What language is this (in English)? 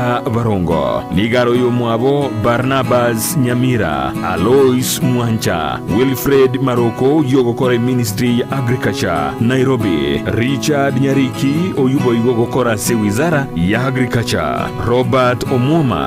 Gusii